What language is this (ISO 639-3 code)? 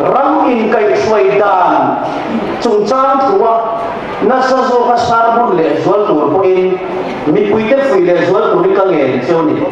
lus